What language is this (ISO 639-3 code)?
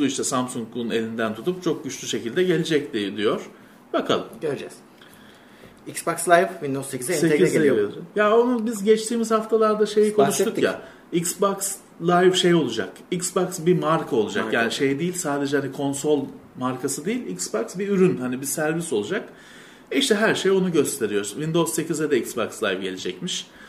tur